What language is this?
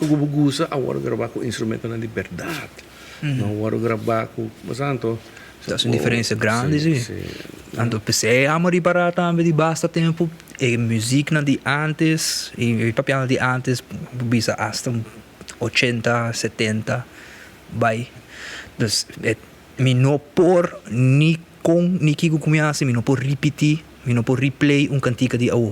Papiamento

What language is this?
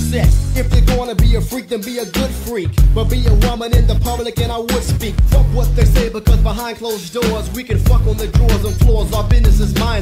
English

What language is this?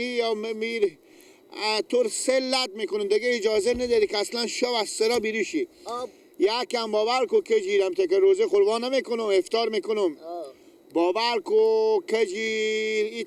Persian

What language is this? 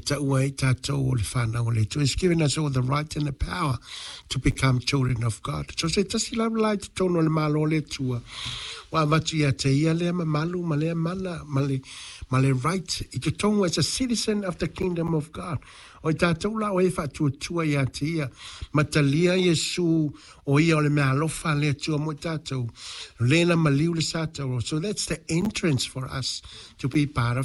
Samoan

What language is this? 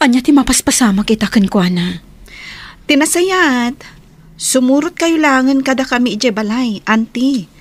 Iloko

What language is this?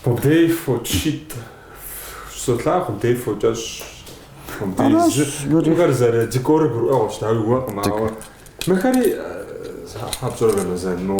Kabardian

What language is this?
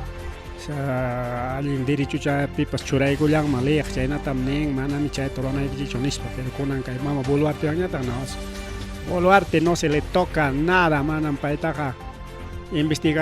Ayacucho Quechua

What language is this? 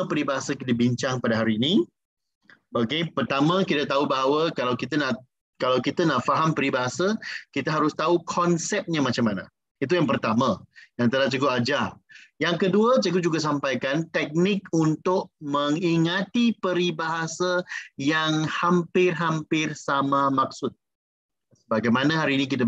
Malay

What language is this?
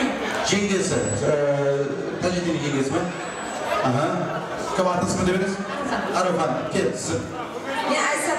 Kara-Kalpak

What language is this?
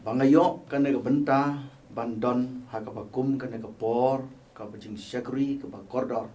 Khasi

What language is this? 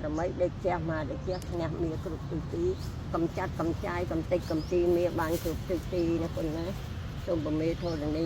Khmer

